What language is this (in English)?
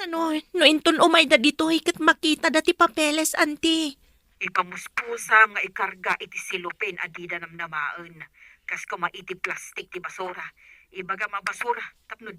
Iloko